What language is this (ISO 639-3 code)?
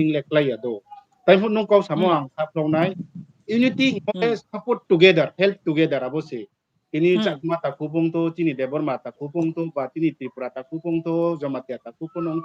ria